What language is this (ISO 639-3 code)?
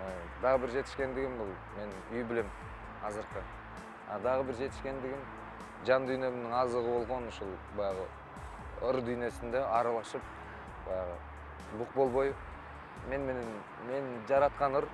kir